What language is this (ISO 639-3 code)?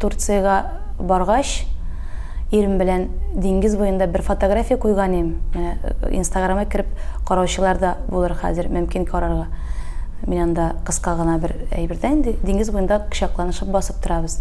tat